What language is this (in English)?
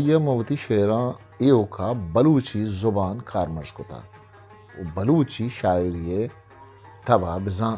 Eastern Balochi